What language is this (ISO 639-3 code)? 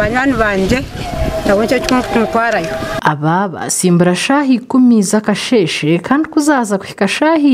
nyn